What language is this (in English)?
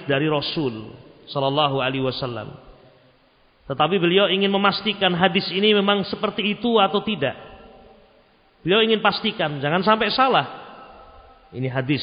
Indonesian